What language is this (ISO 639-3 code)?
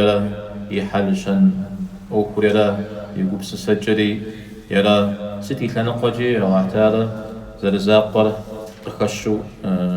kbd